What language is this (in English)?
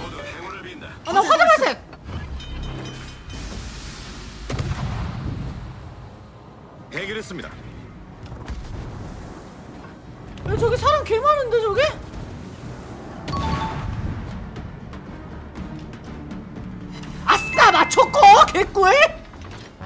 Korean